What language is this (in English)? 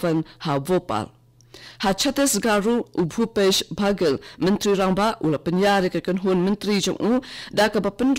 Khasi